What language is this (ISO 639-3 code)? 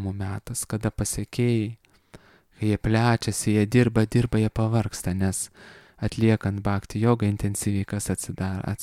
lit